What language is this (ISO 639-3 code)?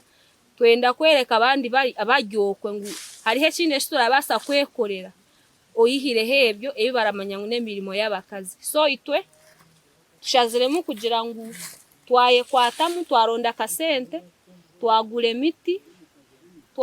nyn